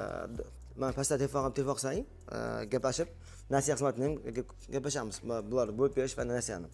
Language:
Uzbek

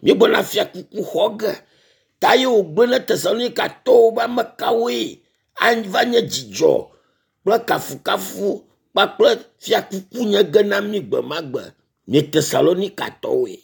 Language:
Ewe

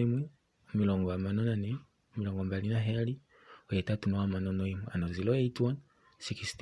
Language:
Kuanyama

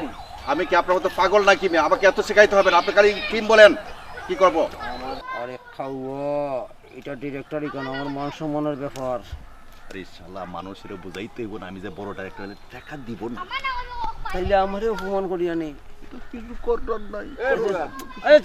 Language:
Sylheti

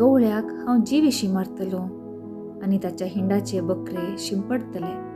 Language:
Konkani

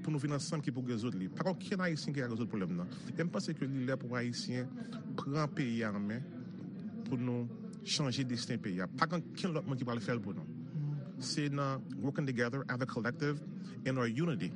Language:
Haitian Creole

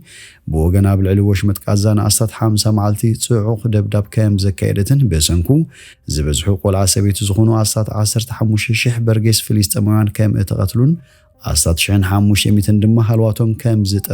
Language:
Tigrinya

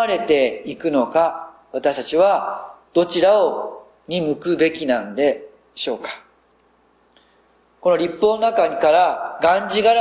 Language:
Japanese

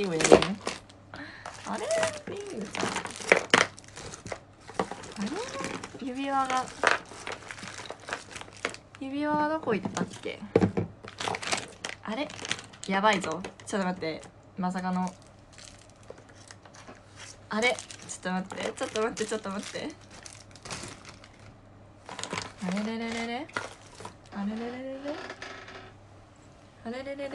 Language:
Japanese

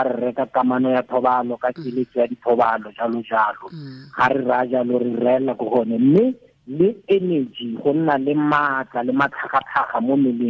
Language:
Tswana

